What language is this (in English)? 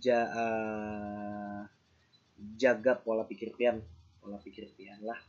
Banjar